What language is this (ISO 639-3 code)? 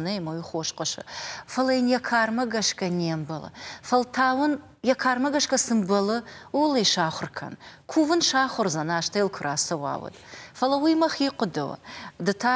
oss